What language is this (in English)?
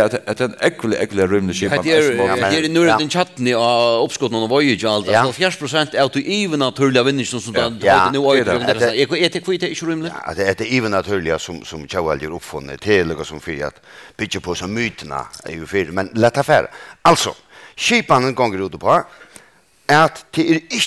Faroese